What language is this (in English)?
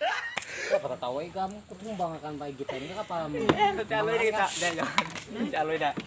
Banjar